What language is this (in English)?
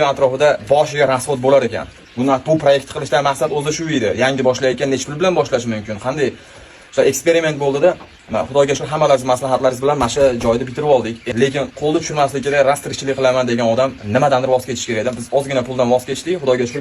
Uzbek